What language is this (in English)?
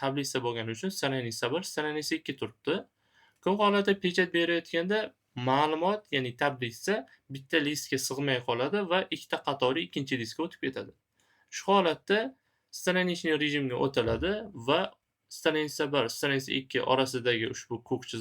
Uzbek